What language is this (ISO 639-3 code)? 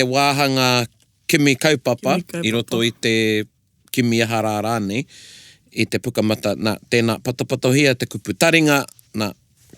mri